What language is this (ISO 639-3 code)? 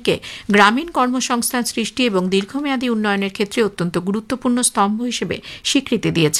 ben